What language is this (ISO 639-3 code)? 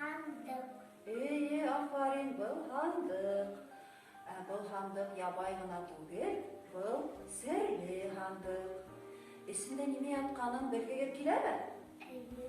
bak